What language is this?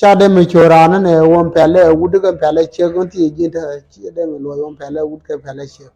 Nuer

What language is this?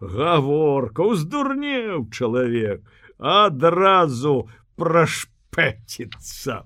Belarusian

